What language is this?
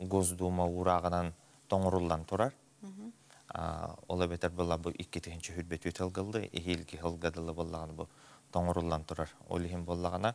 Yakut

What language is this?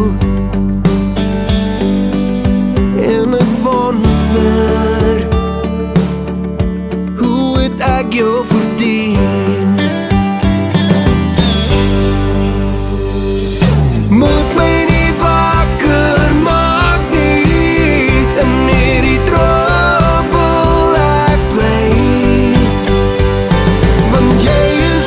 Afrikaans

